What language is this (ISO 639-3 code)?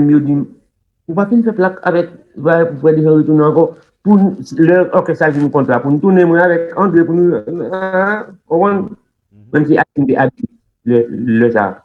hat